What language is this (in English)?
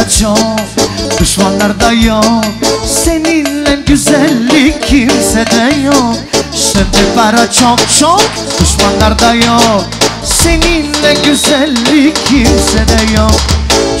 Turkish